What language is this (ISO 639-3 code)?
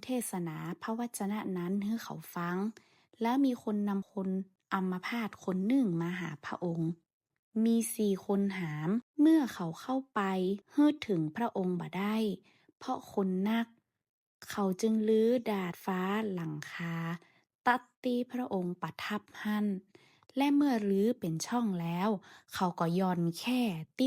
nod